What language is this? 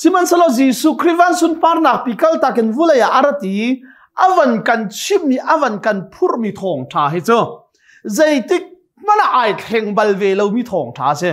Hakha Chin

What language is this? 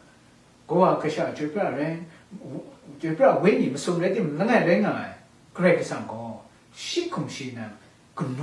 Kachin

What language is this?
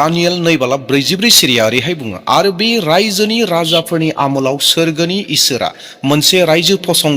Bodo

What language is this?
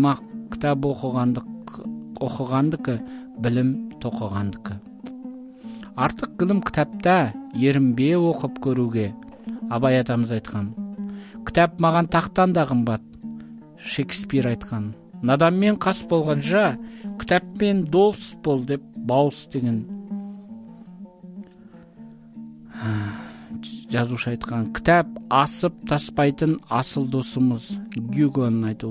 Kazakh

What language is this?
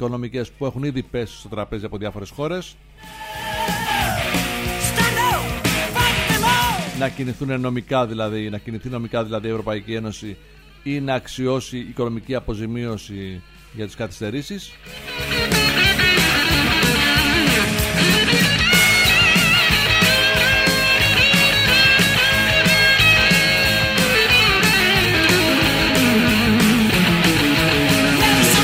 Greek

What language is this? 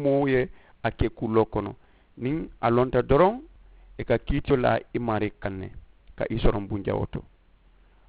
Mandingo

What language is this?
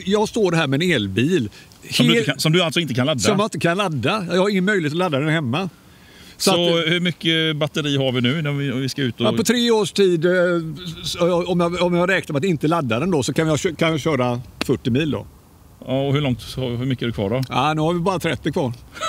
Swedish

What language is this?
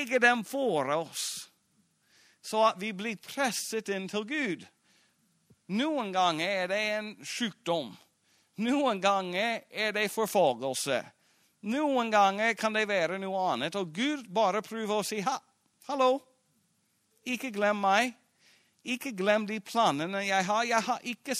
Norwegian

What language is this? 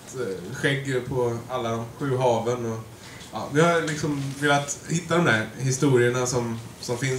Swedish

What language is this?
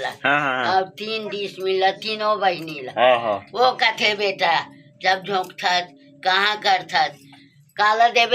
Chhattisgarhi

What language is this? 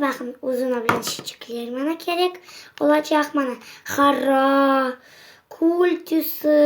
Crimean Tatar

